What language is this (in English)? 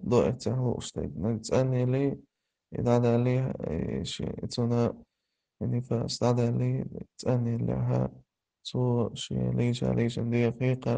Chechen